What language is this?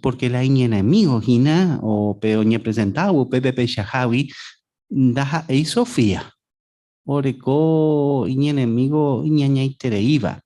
Guarani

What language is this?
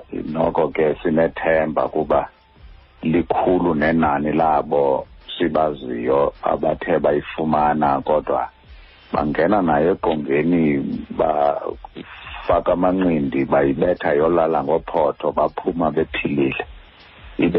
Xhosa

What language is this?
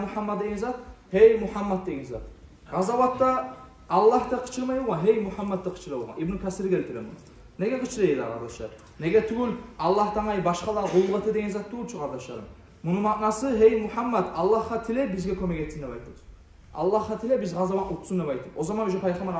Kumyk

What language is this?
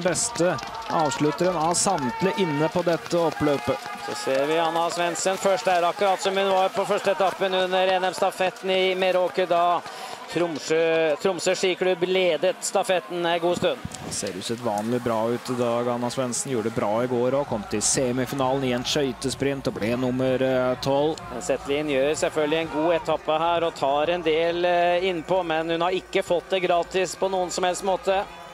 Norwegian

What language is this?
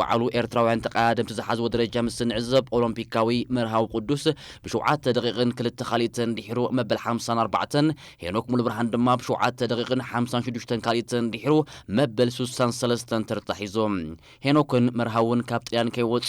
Tigrinya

